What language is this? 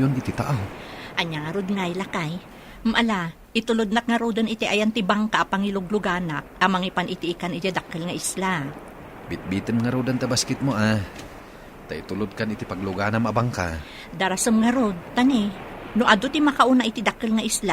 Iloko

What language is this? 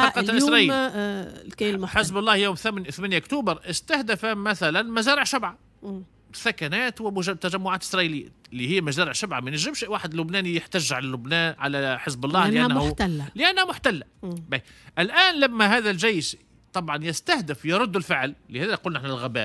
Tunisian Arabic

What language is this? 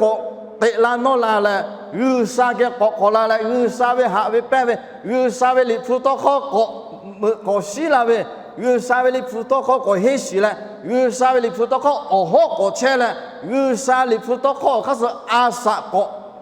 Lahu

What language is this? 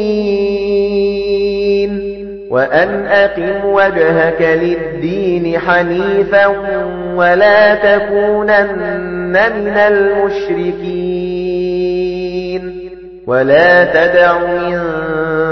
Arabic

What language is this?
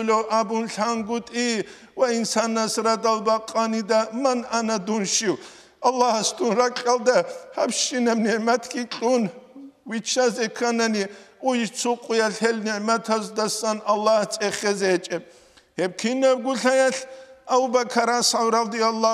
Avaric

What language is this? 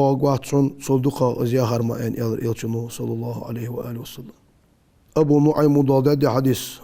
Ingush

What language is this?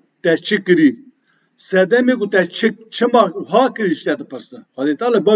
Kurdish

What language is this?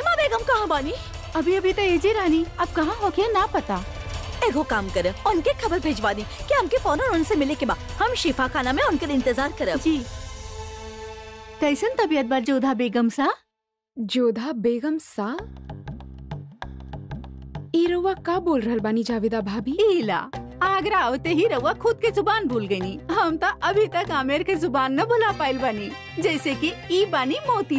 Bhojpuri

